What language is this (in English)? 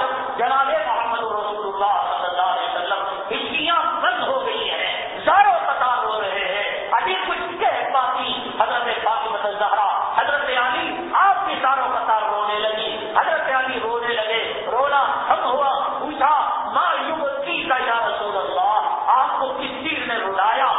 Urdu